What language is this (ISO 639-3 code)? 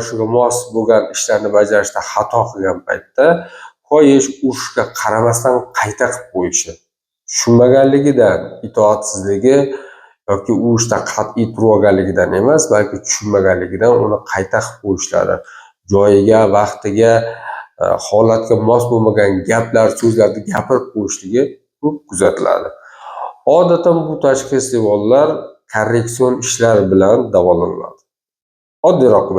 uzb